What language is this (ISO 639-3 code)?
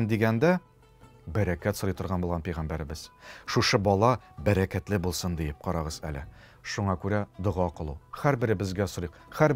tat